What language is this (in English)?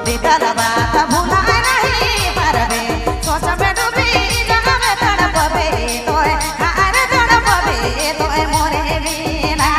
Sadri